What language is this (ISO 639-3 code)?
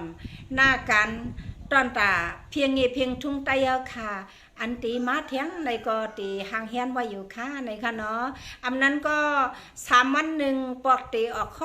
shn